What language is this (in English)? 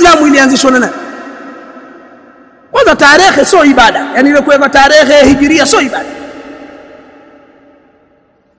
Swahili